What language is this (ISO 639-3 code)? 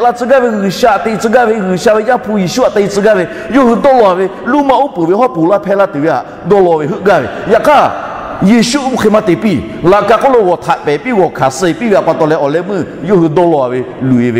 lhu